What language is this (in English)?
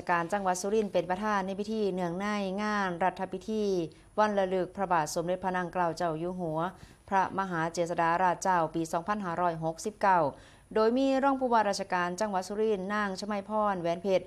Northeastern Thai